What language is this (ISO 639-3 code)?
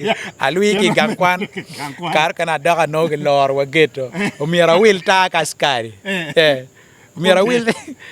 ach